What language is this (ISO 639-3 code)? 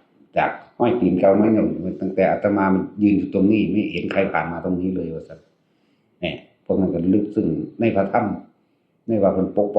tts